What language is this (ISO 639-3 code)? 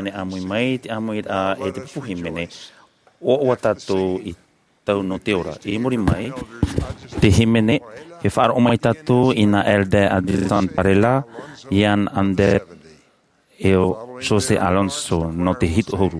tah